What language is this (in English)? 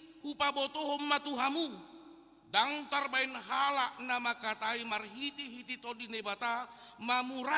Batak Toba